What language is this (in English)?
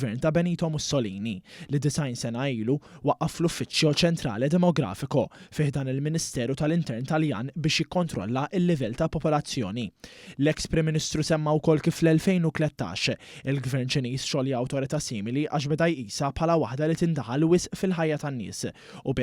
Maltese